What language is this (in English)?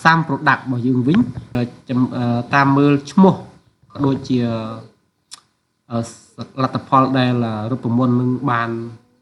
Khmer